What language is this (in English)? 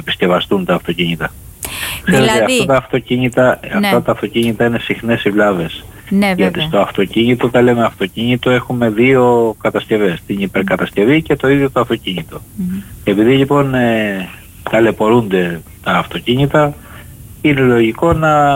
Greek